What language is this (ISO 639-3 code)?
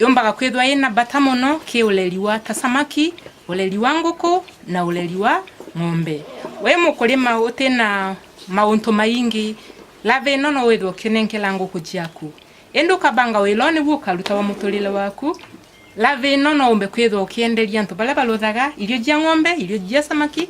mer